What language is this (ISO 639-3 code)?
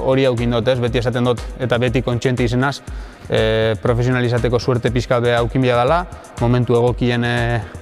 eus